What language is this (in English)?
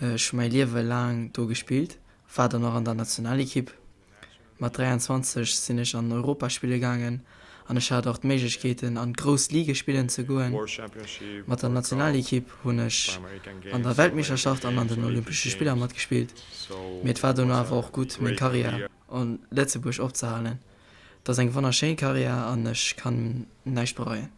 Luxembourgish